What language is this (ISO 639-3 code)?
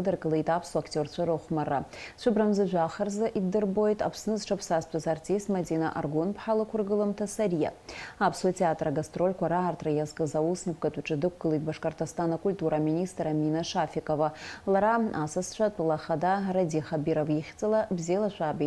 abk